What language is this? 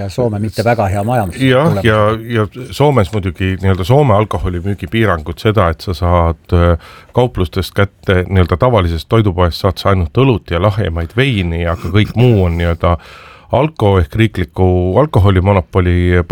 Estonian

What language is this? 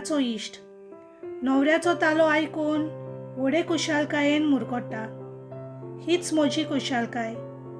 Konkani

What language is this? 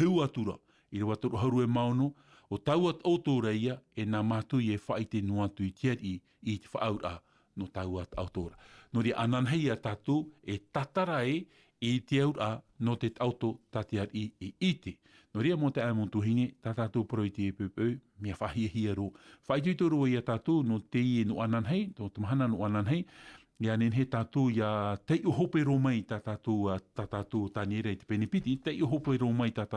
Tahitian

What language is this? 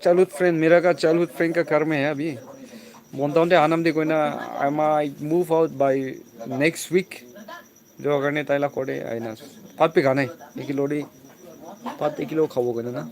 Naga Pidgin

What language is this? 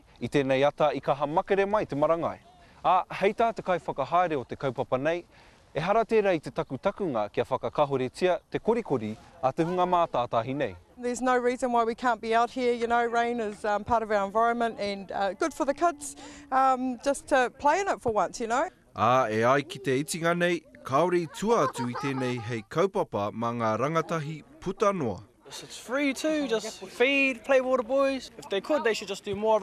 Māori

